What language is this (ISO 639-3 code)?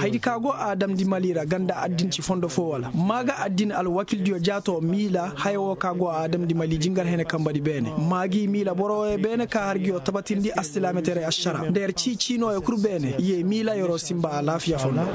ses